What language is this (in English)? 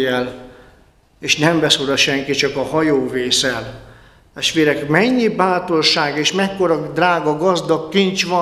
Hungarian